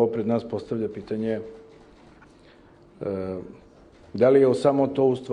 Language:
Serbian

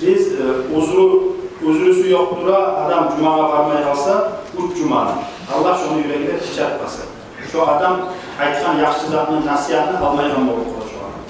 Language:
Kumyk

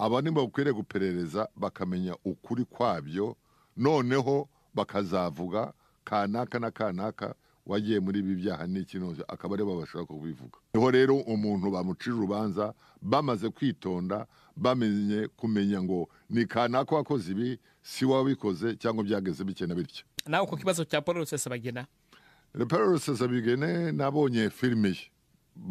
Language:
Kinyarwanda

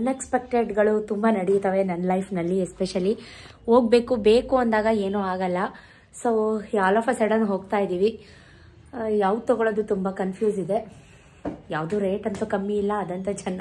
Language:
Kannada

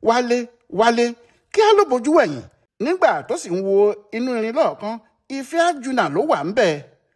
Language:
Yoruba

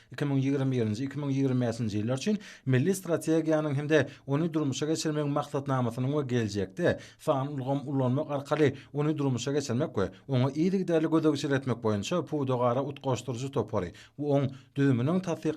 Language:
Turkmen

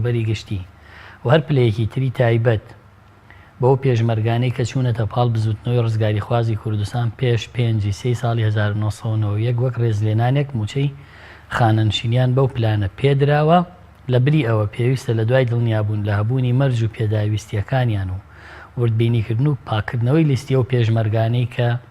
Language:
Central Kurdish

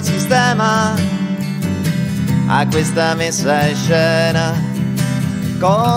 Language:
Italian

